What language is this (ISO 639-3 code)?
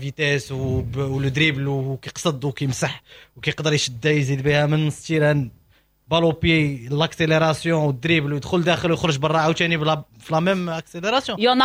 ary